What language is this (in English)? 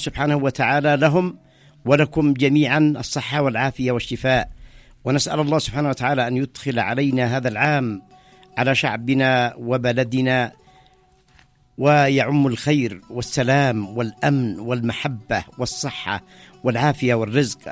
Arabic